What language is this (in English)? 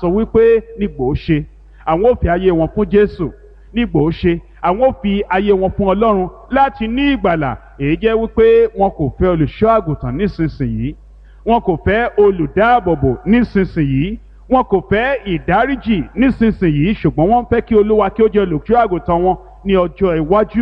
Yoruba